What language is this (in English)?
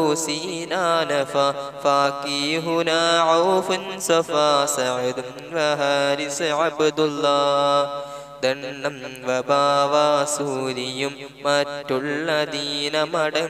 Malayalam